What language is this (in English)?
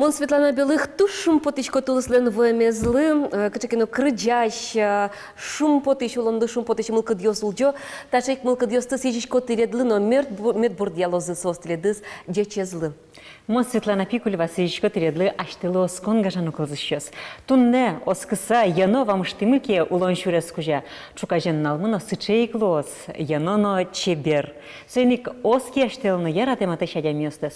Udmurt